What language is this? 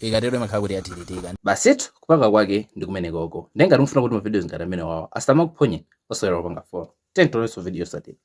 Nyanja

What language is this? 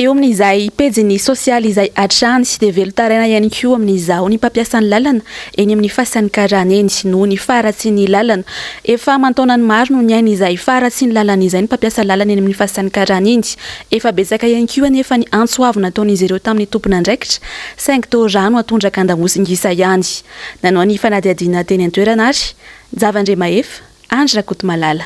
Malagasy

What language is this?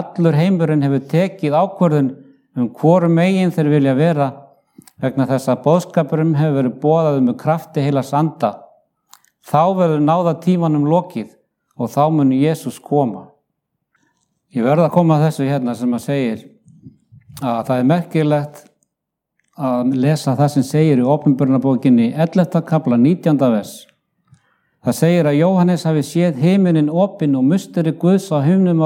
Icelandic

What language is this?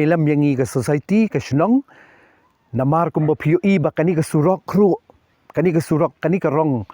Khasi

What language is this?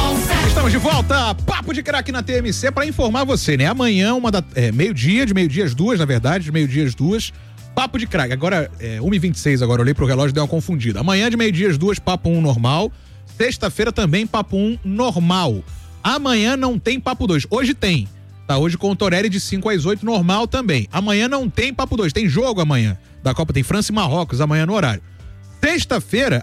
Portuguese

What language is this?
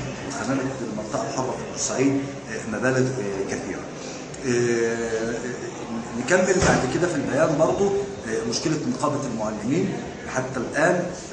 Egyptian Arabic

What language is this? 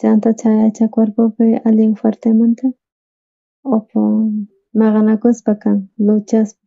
South Bolivian Quechua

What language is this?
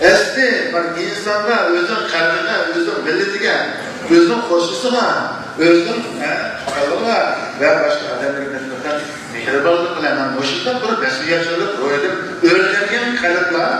Uyghur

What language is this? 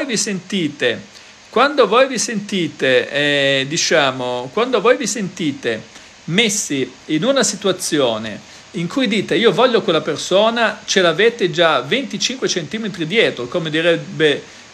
Italian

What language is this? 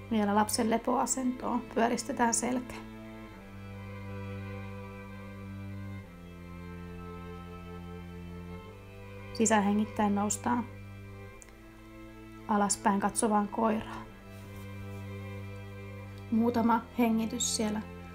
Finnish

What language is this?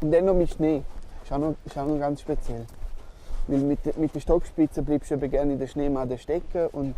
Romansh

